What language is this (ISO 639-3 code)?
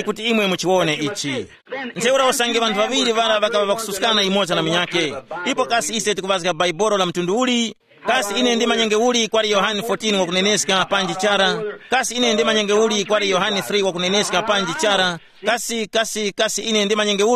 tum